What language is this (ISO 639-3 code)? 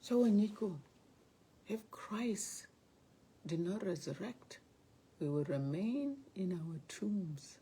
din